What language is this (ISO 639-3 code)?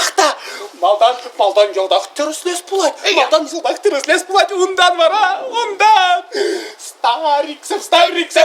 chv